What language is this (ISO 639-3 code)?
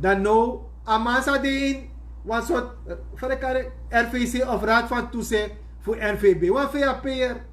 srn